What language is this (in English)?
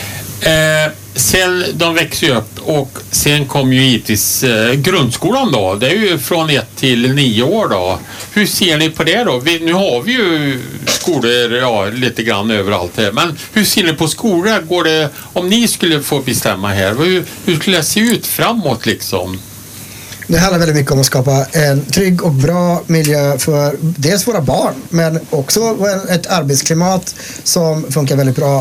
Swedish